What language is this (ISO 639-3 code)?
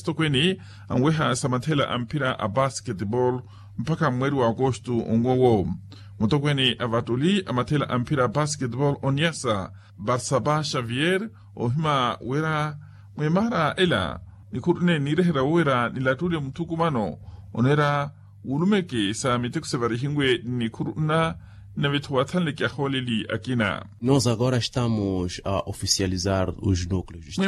vmw